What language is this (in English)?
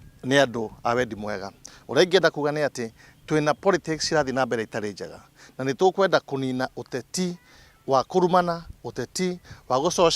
Kikuyu